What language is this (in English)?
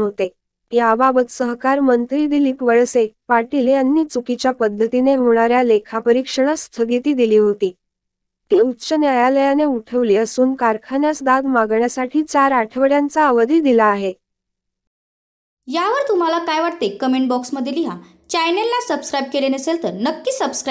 Marathi